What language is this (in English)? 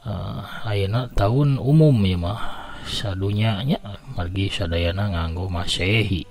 Sundanese